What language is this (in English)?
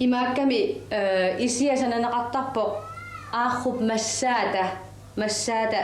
Kalaallisut